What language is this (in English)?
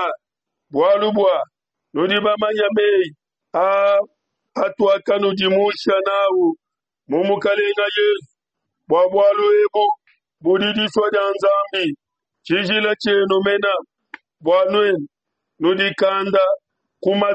Luba-Lulua